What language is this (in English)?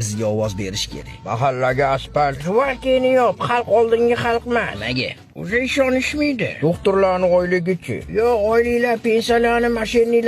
Uzbek